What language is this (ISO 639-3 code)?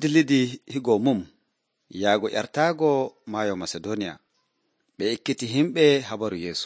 fuv